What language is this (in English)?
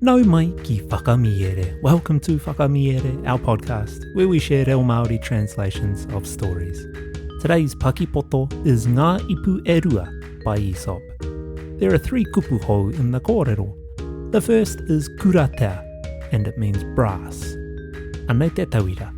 Māori